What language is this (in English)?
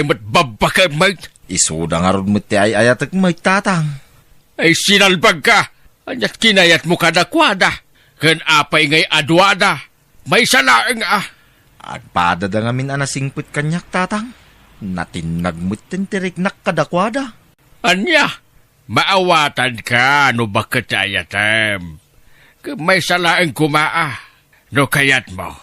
Iloko